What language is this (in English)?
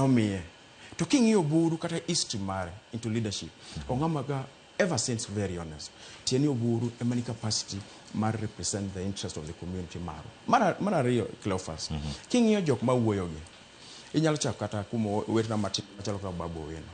Luo (Kenya and Tanzania)